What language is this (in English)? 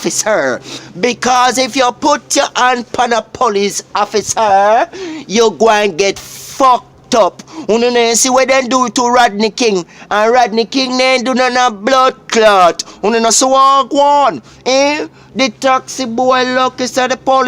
Jamaican Creole English